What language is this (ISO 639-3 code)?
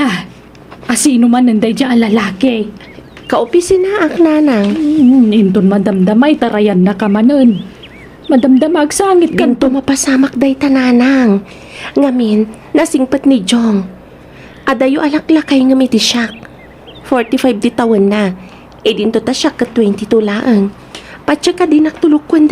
ilo